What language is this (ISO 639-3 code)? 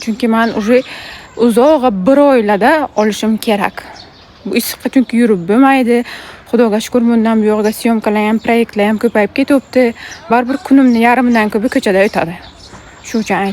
uzb